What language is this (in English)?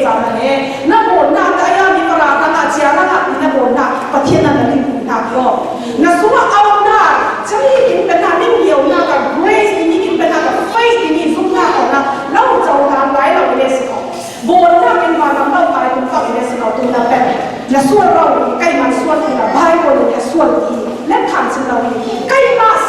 Falam Chin